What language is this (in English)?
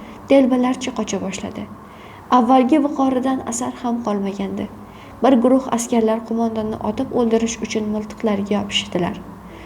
Uzbek